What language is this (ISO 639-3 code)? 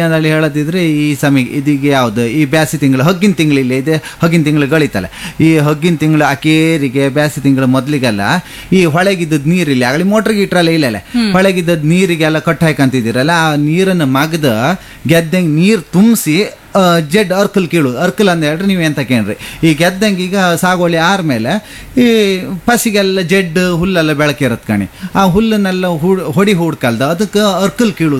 kan